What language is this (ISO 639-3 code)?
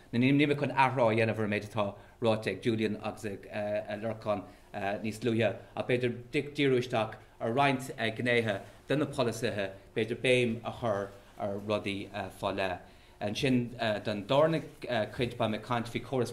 gle